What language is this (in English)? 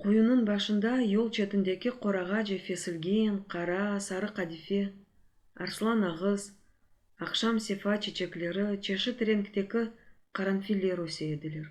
Crimean Tatar